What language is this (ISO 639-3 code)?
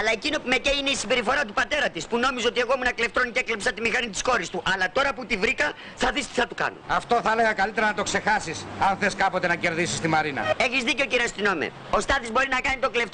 ell